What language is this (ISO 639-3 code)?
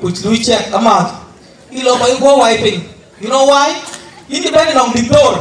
din